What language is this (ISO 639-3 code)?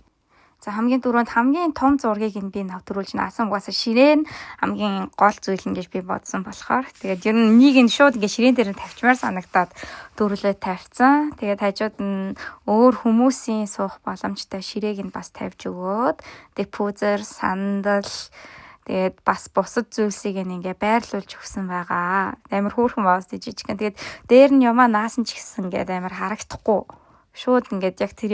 mon